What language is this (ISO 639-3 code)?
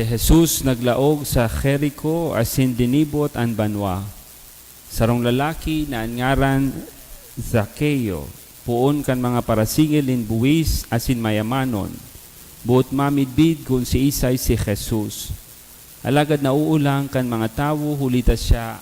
bik